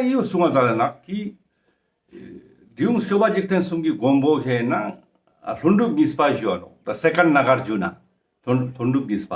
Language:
Ladakhi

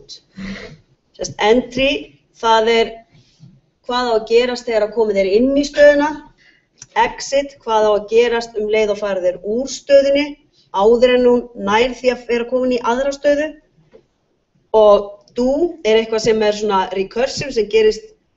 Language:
Icelandic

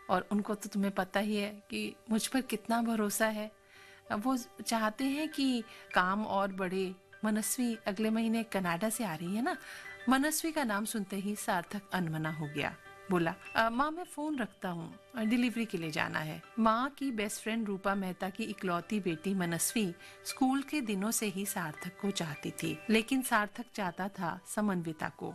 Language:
Hindi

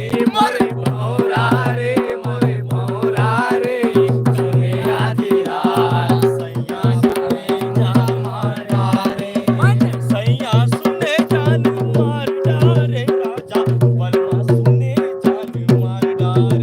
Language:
Chhattisgarhi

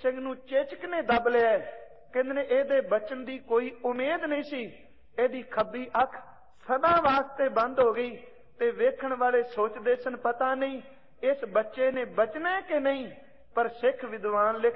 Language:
Punjabi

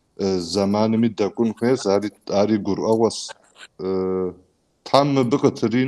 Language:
Kabardian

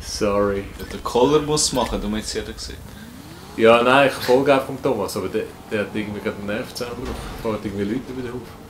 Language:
Swiss German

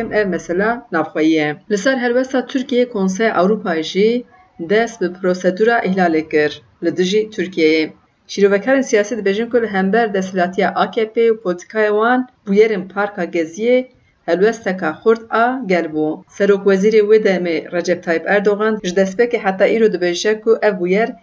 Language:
Kurdish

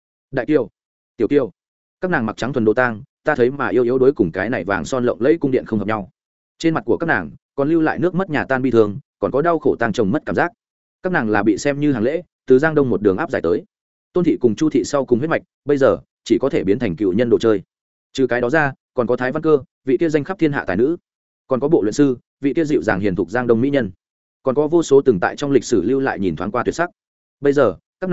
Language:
Vietnamese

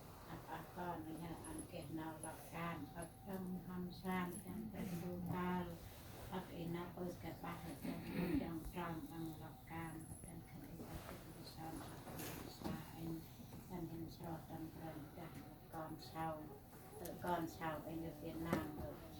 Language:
Central Mnong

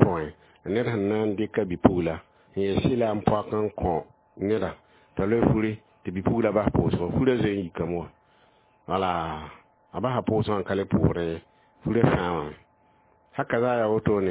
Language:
Mossi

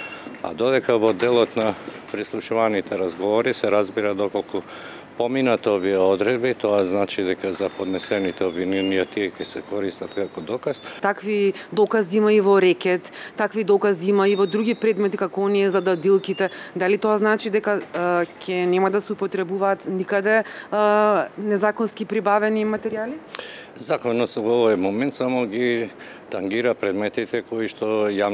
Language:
Macedonian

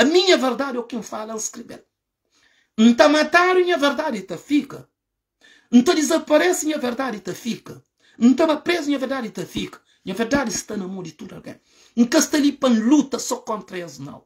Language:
Kabuverdianu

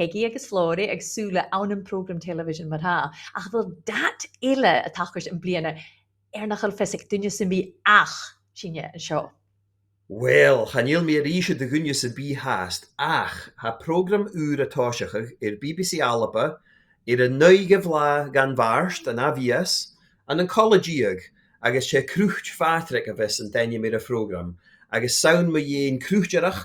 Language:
Scottish Gaelic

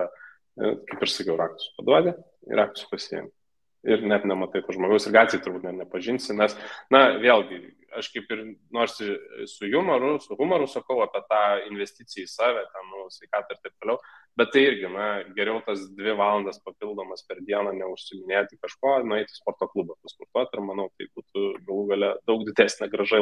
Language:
Lithuanian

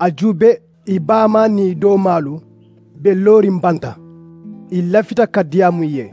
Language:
Mandingo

